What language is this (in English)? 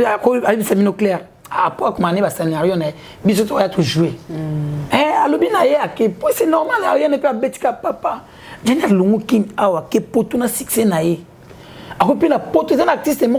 Lingala